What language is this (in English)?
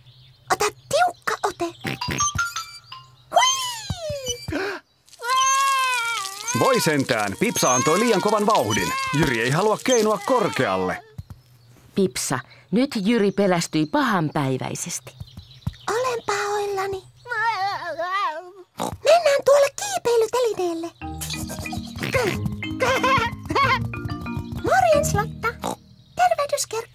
Finnish